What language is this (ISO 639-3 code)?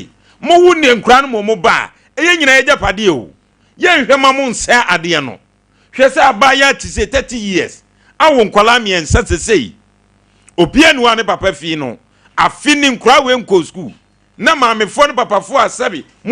aka